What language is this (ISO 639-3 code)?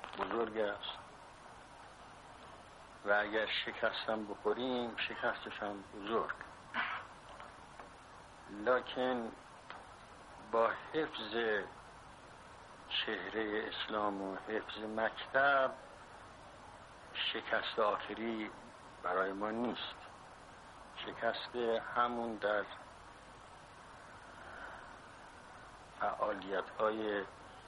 fas